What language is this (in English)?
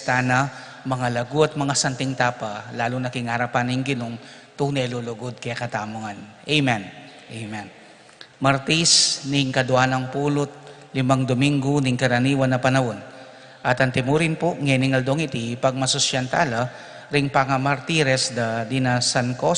Pampanga